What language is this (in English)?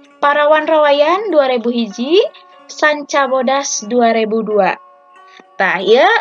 Sundanese